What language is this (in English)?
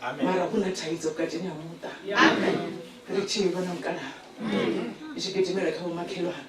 Venda